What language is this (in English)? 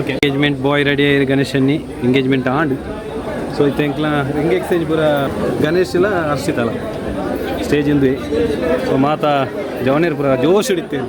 Tulu